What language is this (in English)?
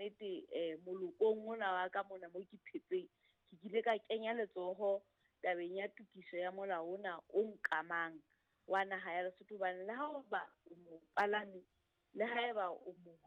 Southern Sotho